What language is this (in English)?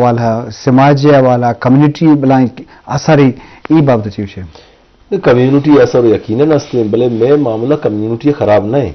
Eastern Balochi